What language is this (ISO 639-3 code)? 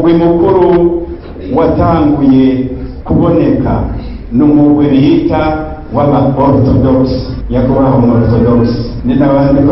run